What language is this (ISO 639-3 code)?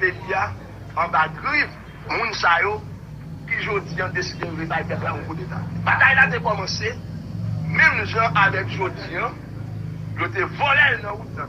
hat